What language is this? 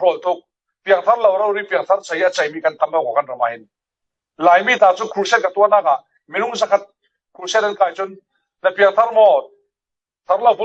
Falam Chin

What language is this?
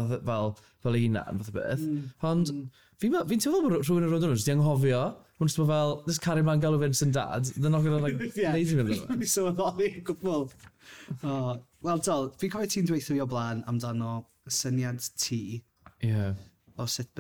Welsh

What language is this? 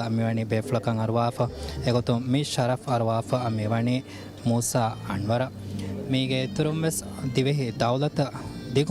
Divehi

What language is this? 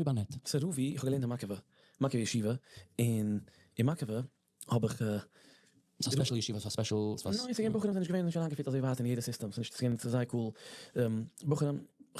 Yiddish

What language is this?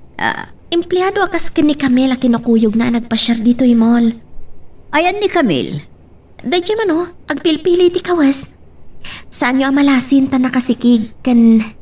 Iloko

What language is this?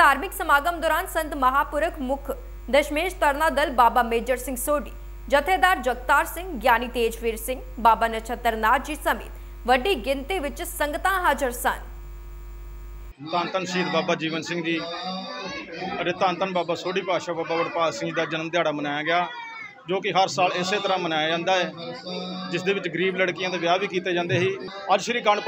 Punjabi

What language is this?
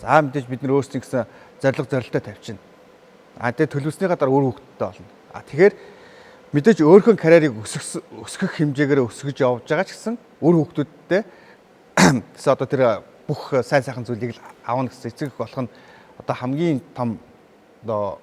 Mongolian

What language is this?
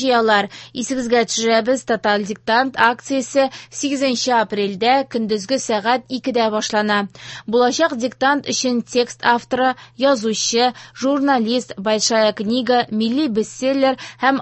Tatar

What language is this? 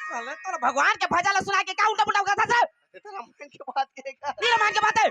Chhattisgarhi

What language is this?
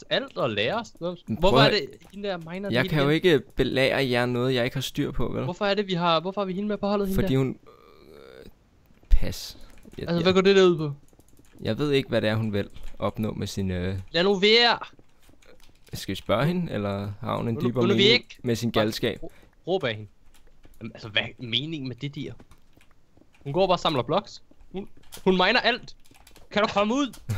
Danish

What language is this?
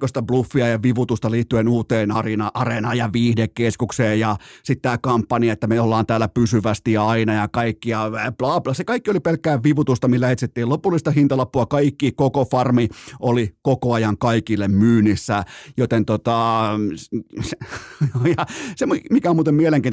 Finnish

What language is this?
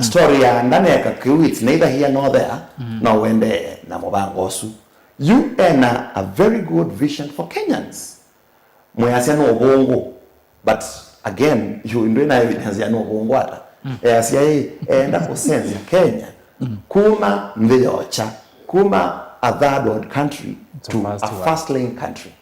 Kamba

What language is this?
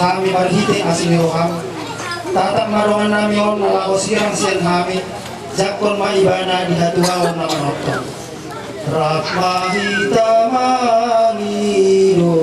Batak Toba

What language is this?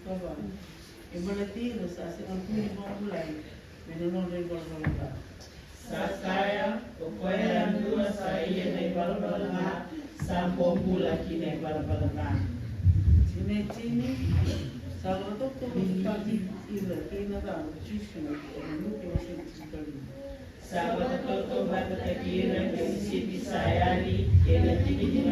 Fijian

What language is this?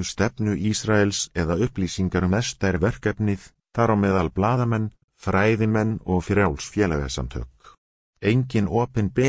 Icelandic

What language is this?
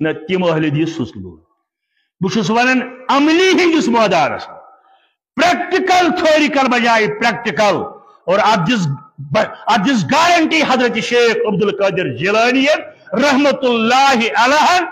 Kashmiri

